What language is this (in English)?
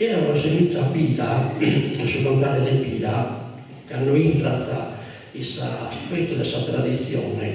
Sardinian